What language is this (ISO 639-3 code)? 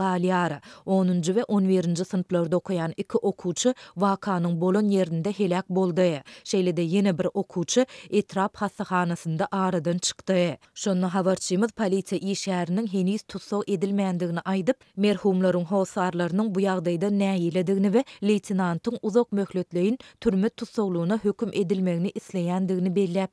tuk